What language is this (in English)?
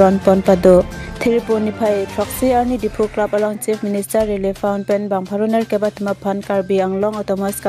Karbi